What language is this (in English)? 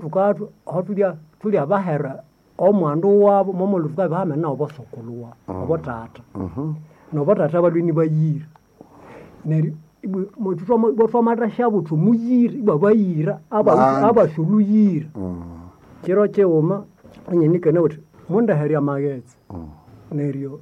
Nande